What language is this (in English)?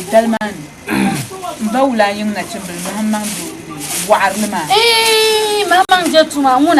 Dagbani